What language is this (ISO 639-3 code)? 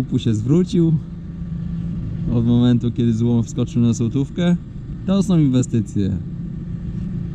pol